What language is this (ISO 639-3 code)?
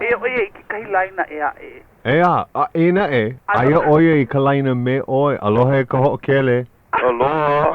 haw